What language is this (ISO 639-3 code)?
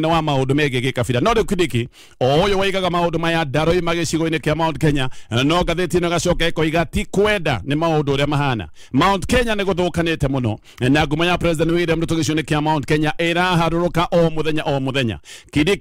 kik